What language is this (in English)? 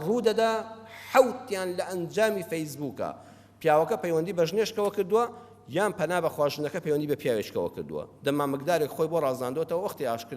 Central Kurdish